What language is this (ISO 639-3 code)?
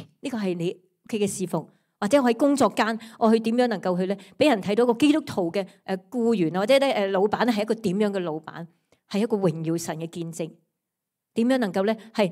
yue